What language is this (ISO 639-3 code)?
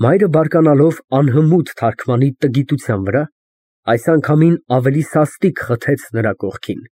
hye